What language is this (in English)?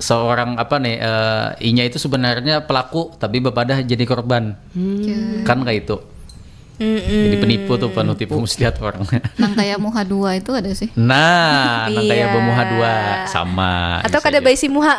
Banjar